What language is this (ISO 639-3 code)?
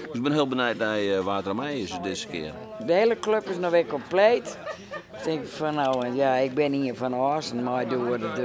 fry